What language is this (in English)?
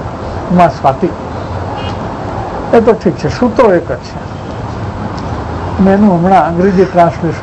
Gujarati